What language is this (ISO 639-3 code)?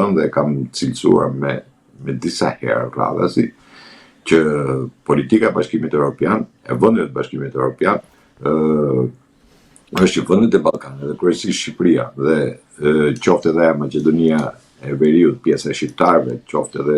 sqi